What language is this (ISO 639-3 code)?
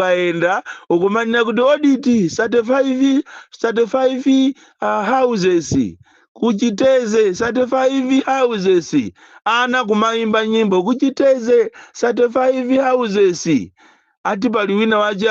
nya